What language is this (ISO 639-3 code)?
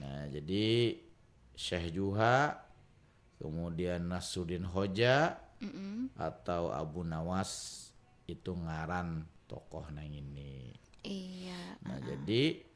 bjn